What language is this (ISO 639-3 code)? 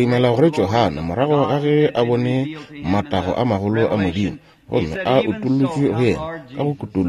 nso